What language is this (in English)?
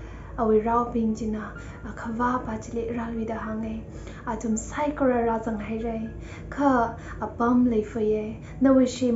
Tangkhul Naga (India)